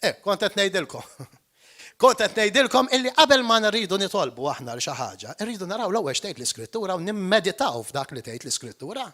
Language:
Maltese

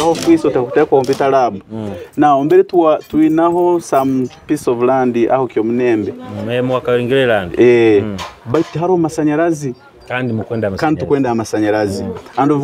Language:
Nyoro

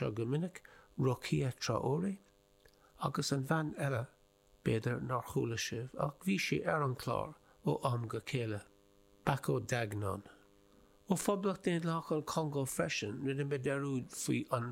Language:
Irish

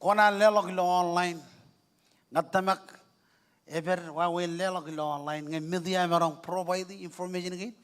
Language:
Marshallese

